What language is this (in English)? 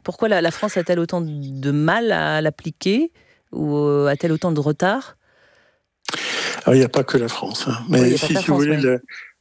French